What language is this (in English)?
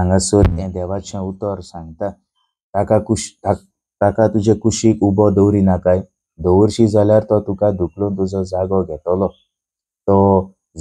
Konkani